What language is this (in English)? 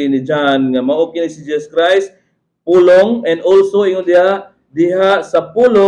Cebuano